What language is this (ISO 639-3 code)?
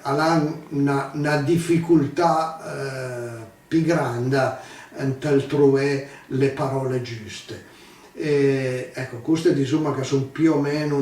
pms